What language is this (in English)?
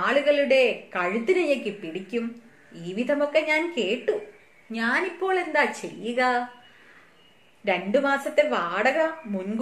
Malayalam